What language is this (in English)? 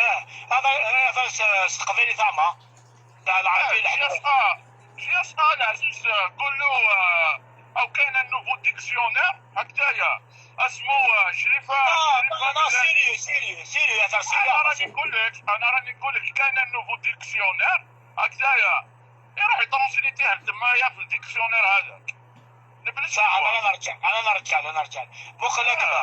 Algerian Arabic